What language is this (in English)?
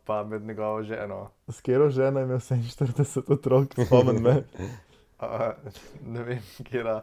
Slovenian